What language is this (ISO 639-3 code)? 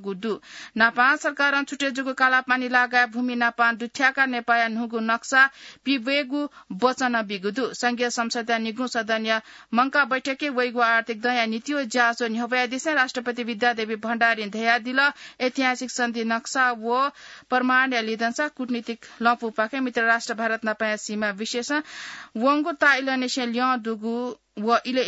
new